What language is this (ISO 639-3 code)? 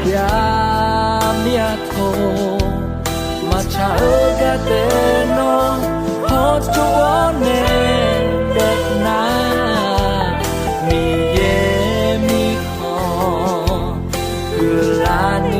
ahk